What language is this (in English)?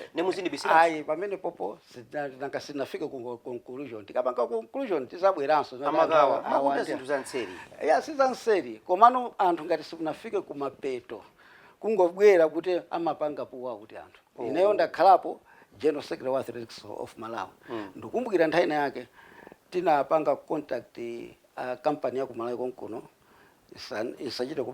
Nyanja